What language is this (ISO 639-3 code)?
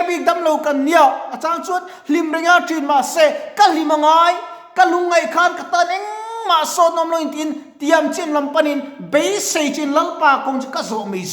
lus